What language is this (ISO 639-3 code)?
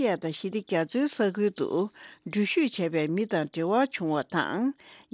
bod